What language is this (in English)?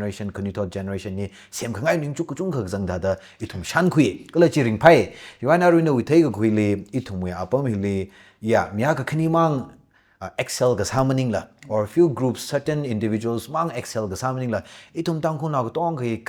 Tangkhul Naga (India)